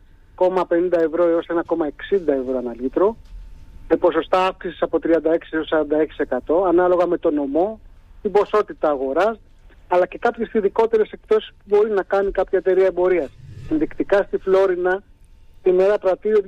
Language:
Greek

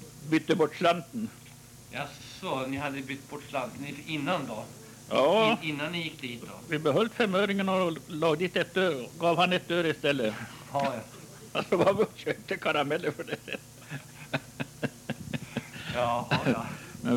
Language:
Swedish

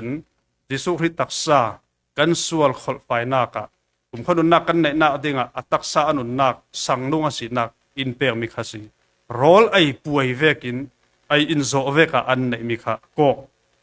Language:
Falam Chin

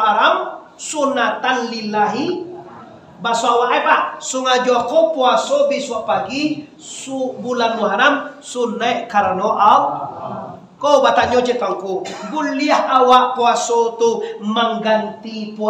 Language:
Minangkabau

